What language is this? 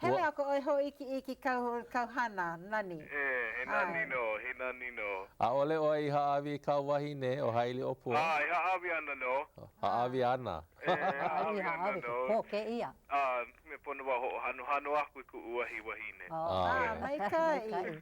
Hawaiian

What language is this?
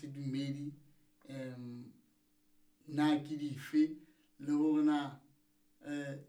Southern Sotho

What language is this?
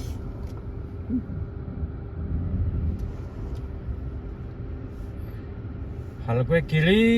S'gaw Karen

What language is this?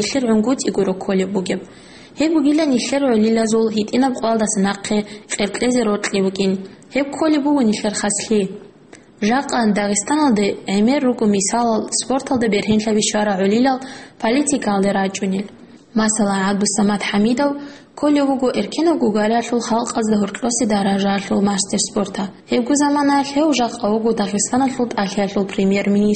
Avaric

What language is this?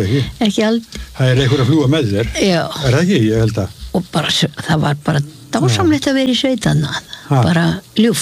Icelandic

